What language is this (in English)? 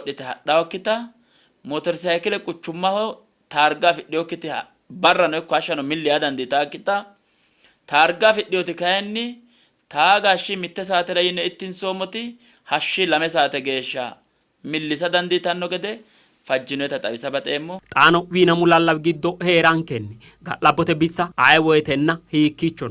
Sidamo